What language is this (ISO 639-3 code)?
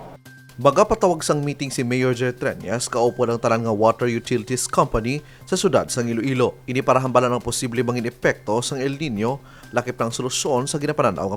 hil